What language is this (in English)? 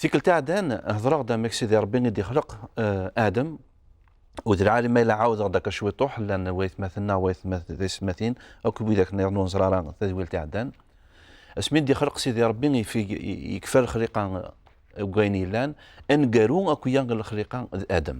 Kabyle